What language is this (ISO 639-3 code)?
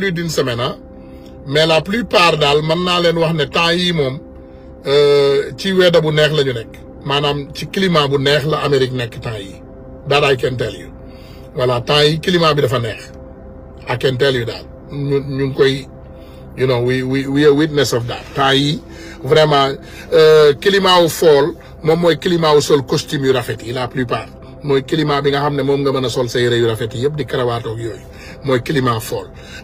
wol